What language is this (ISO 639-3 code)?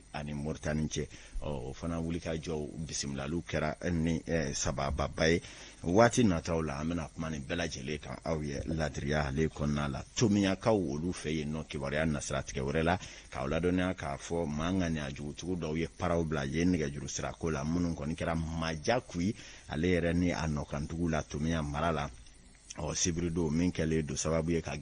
bam